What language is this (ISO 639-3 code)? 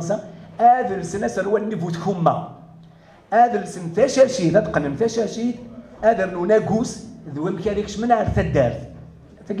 kab